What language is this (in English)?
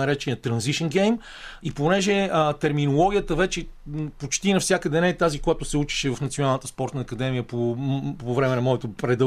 Bulgarian